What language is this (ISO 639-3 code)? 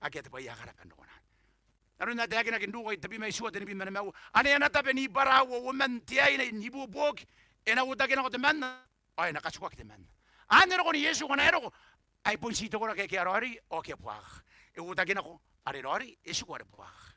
gil